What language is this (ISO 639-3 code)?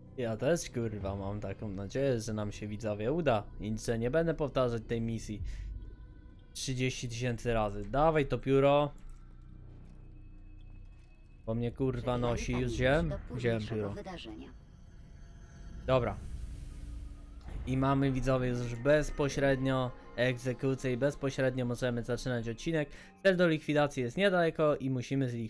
pol